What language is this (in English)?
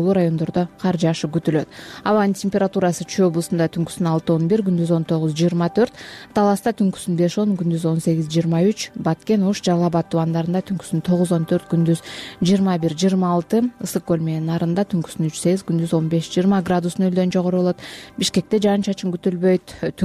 Kyrgyz